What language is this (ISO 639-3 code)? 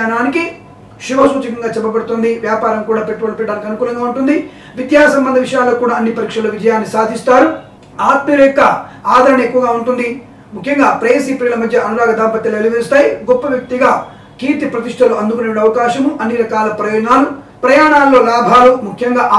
tel